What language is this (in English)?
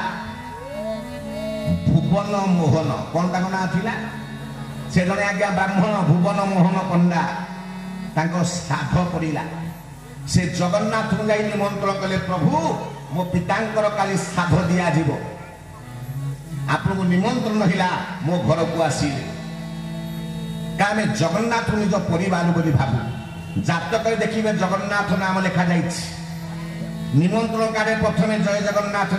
Odia